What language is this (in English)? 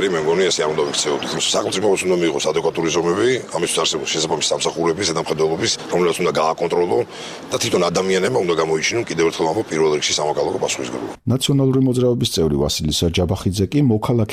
Georgian